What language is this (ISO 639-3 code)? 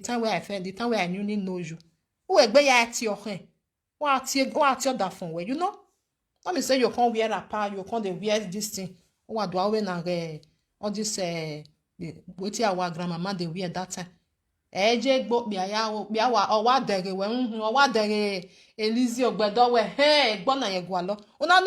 pcm